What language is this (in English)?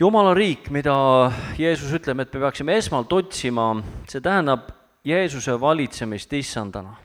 Estonian